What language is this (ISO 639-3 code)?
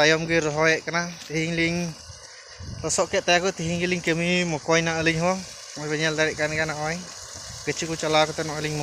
sat